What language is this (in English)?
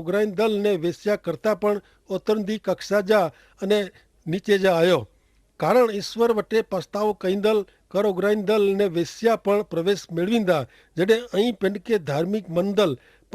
Kachhi